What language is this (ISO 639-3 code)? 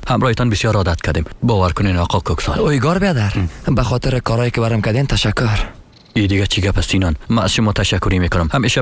fas